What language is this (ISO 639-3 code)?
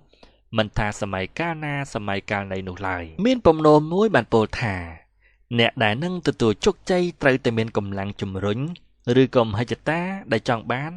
khm